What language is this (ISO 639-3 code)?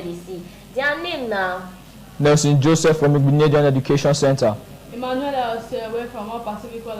pcm